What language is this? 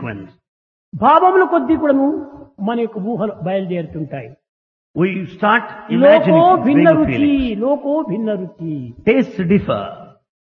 Telugu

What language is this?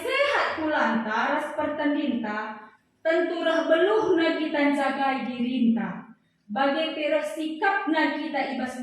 Batak Karo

